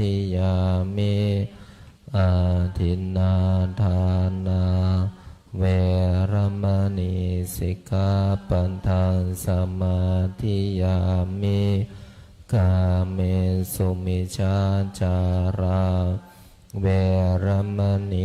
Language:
Pali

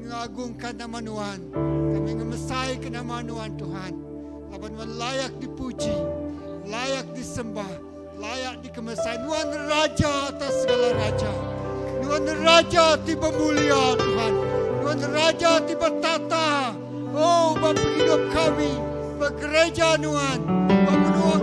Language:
Iban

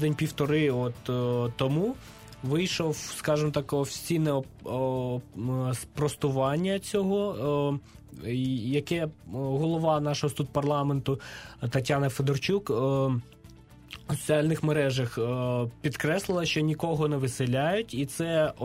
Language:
Ukrainian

